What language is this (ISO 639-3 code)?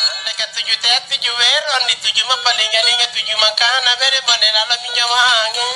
mak